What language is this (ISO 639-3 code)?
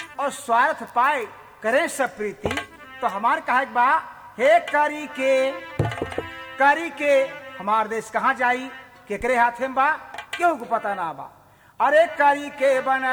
bho